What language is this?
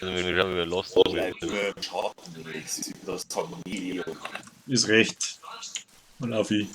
Bavarian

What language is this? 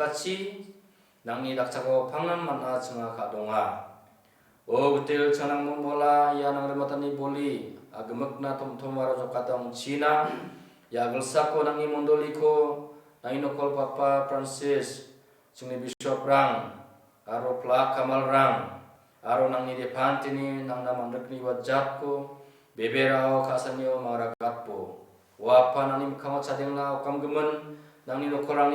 Garo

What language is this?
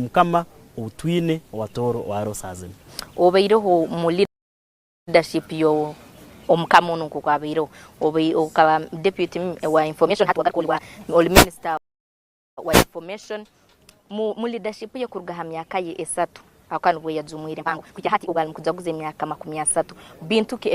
Nyankole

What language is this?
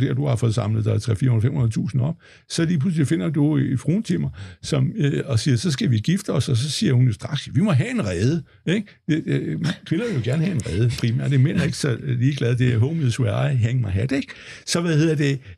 Danish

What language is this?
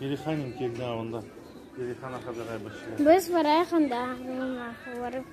Crimean Tatar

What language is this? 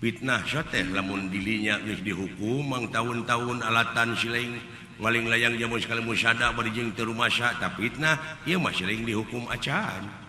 Sundanese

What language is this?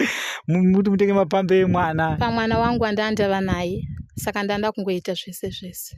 Shona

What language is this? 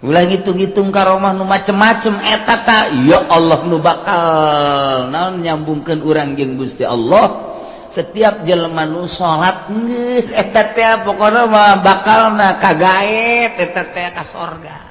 Sundanese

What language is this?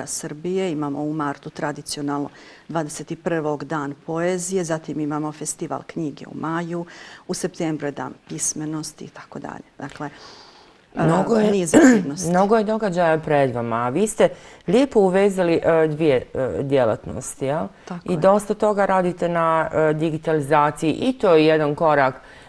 Bosnian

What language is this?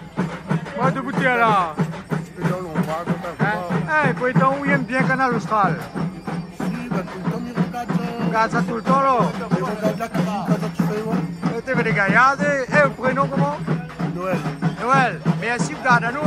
Réunion Creole French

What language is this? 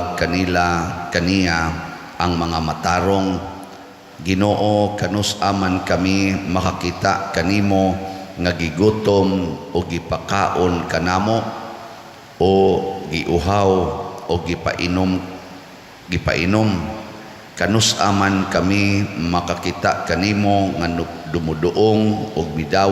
Cebuano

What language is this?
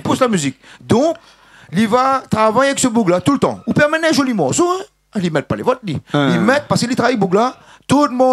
Réunion Creole French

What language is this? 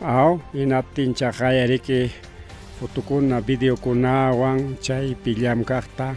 Ayacucho Quechua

